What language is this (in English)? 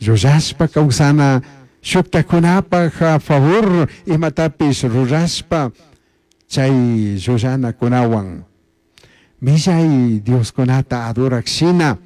Chimborazo Highland Quichua